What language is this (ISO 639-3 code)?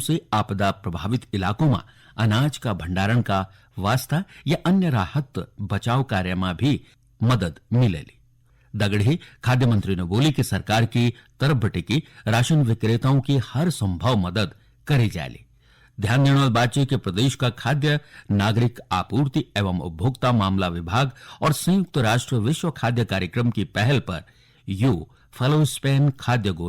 gbm